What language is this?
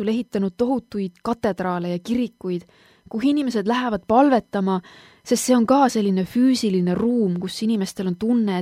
Estonian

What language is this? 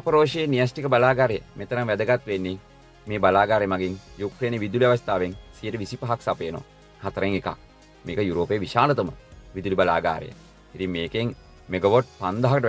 Sinhala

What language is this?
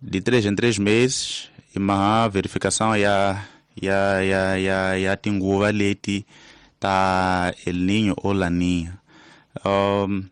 Tsonga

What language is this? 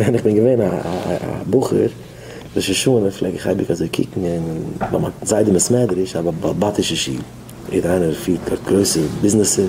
Yiddish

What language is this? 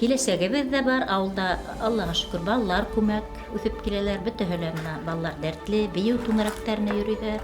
Bashkir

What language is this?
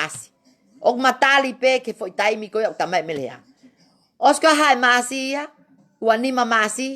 Tongan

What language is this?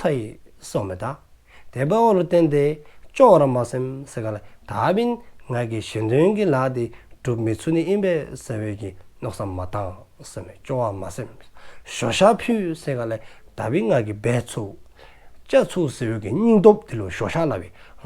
Dzongkha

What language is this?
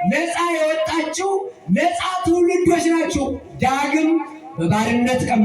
Amharic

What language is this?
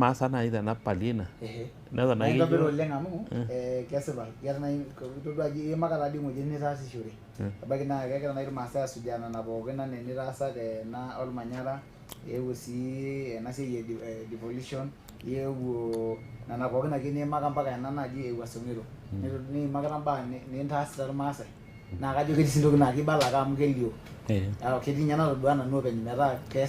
Masai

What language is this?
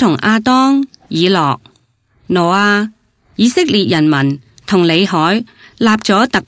Cantonese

